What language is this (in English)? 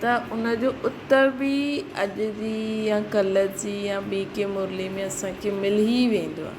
Sindhi